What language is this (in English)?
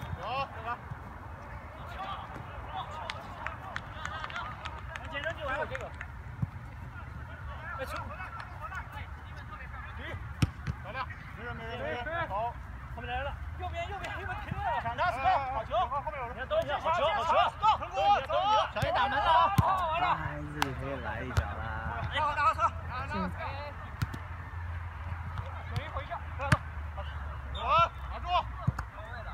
Chinese